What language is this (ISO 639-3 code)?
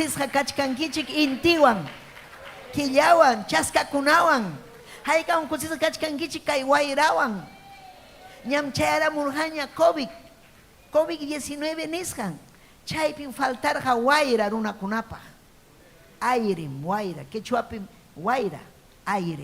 quy